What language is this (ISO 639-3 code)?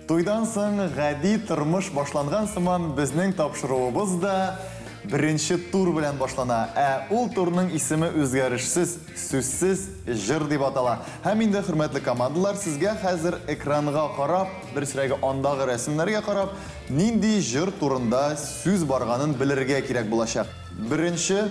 tat